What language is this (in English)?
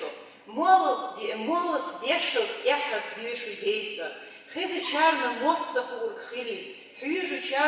Chechen